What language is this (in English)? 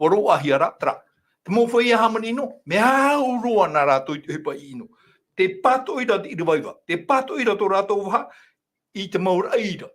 Tahitian